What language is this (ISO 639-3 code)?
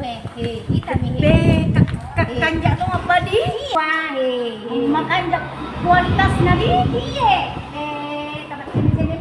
bug